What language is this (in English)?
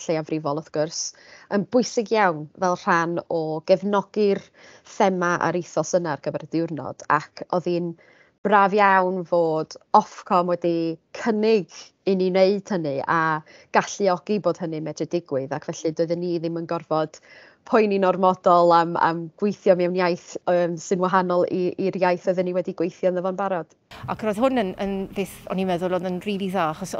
Welsh